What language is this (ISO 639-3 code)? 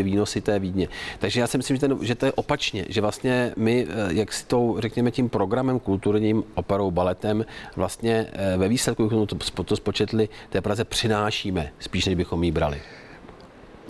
ces